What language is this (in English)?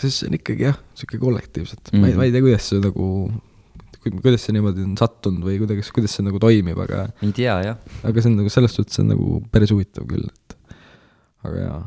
Estonian